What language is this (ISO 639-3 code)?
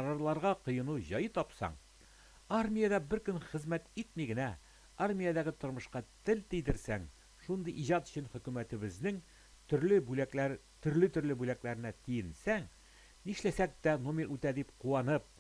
tat